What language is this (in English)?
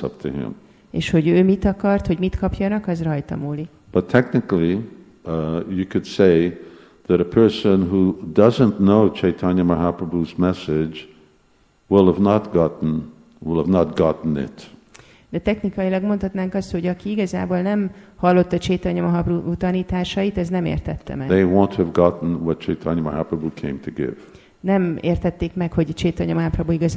Hungarian